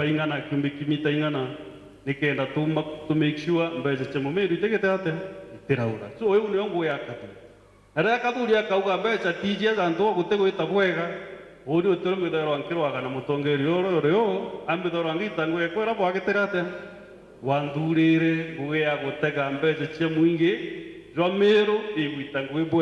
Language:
Meru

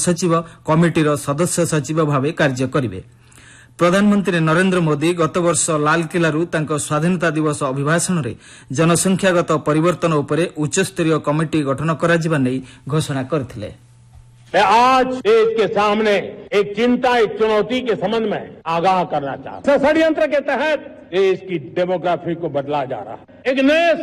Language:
Odia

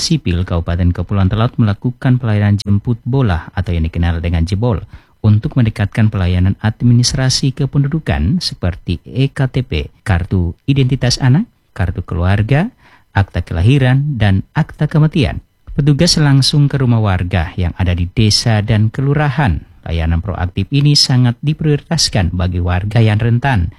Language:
Indonesian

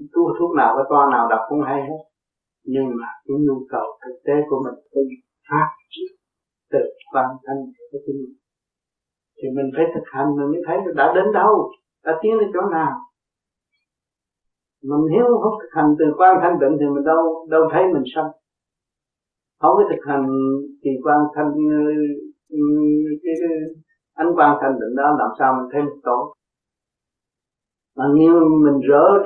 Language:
Vietnamese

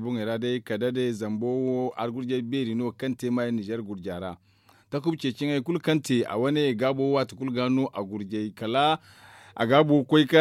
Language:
Zarma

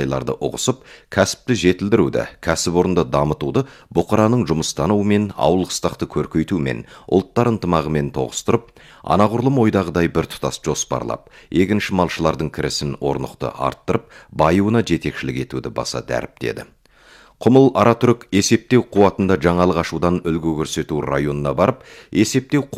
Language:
Kazakh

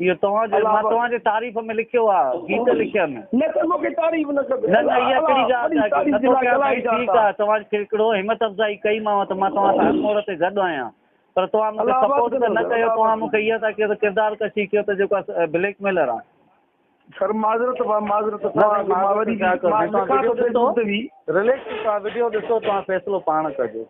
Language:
Sindhi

